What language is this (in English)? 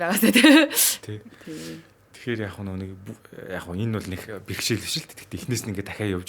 Mongolian